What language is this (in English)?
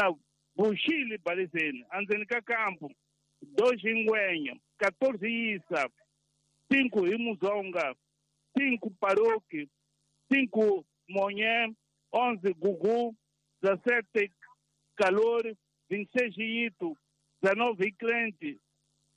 Tsonga